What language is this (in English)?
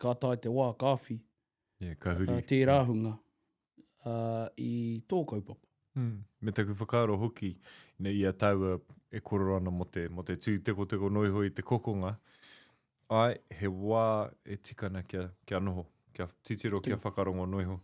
Māori